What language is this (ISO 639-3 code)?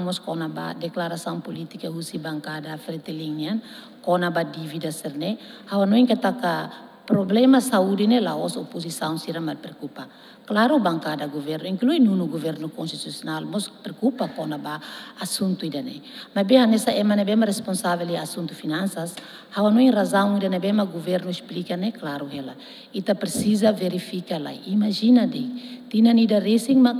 tet